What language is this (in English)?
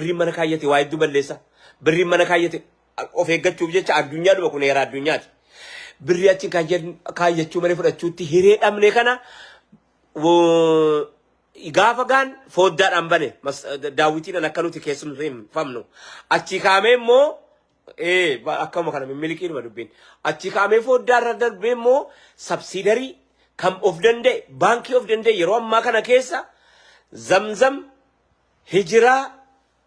Oromo